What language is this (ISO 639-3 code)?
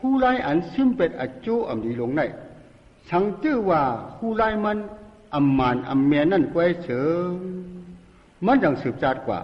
shn